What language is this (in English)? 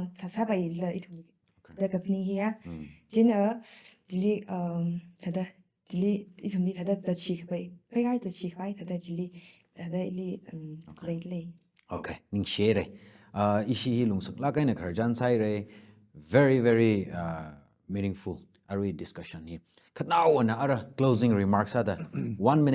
Tangkhul Naga (India)